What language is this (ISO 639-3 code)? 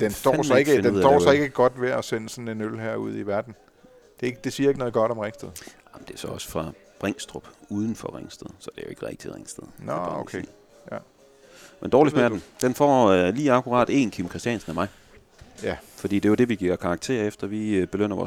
dan